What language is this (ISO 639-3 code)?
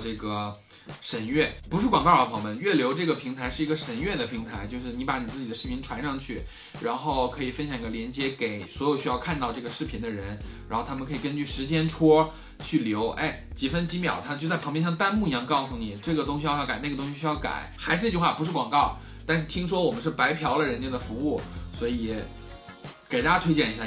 zho